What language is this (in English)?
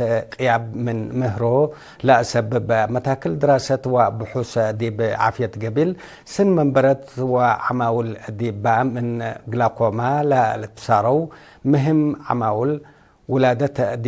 Tigre